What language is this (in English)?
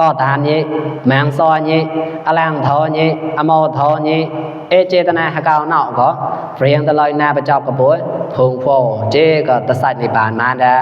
Mon